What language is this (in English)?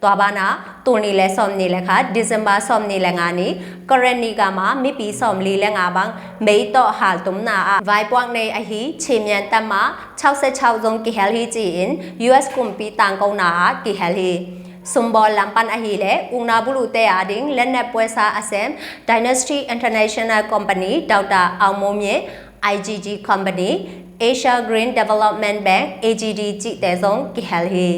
Tedim Chin